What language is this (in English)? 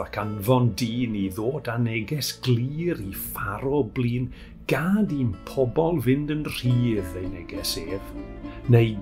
Welsh